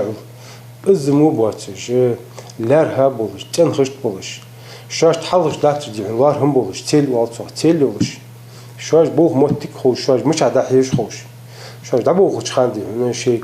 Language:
Ingush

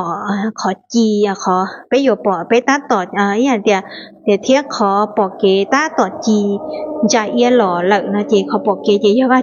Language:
Hmong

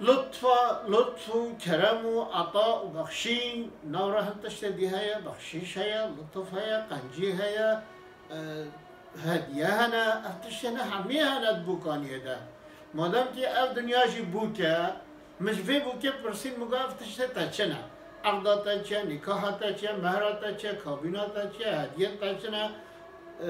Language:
Kurdish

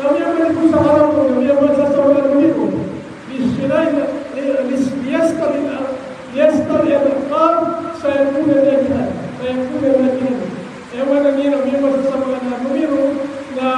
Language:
Maranao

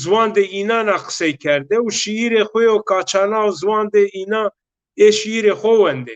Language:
Zaza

